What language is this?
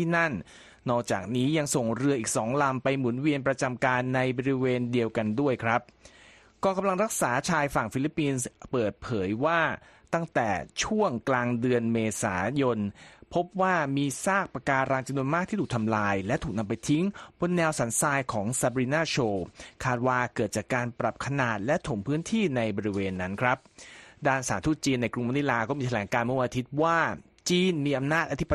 Thai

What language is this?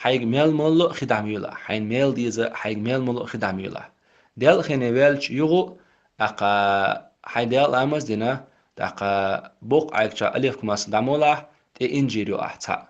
Chechen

